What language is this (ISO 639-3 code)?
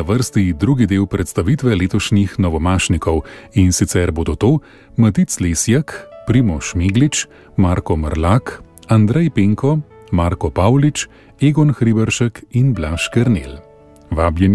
slv